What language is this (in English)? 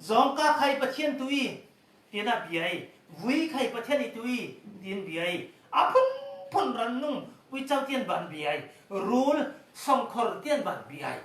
Falam Chin